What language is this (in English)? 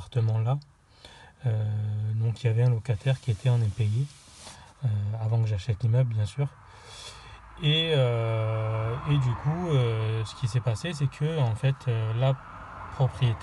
French